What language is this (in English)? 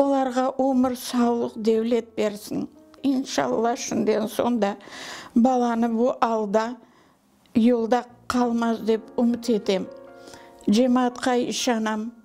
Crimean Tatar